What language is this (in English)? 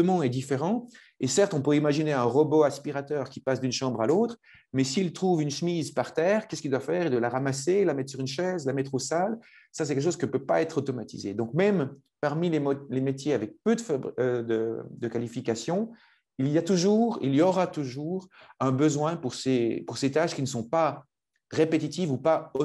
French